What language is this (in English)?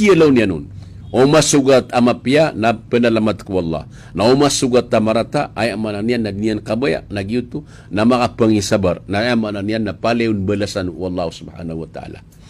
Maranao